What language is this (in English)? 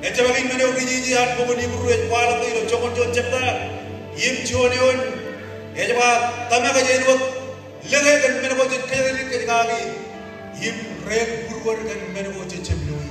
Marshallese